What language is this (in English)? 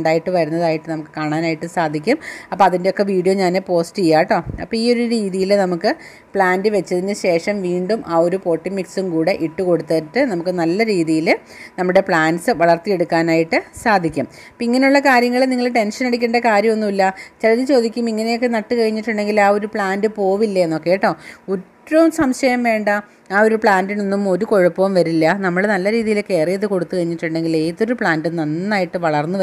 Malayalam